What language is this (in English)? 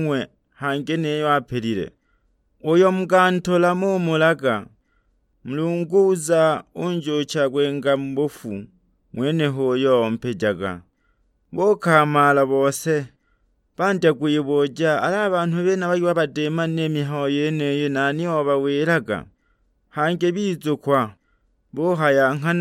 Sukuma